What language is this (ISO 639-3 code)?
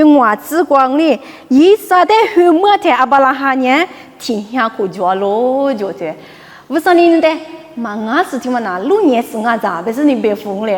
lis